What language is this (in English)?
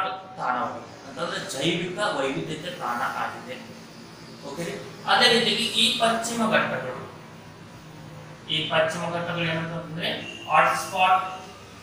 Kannada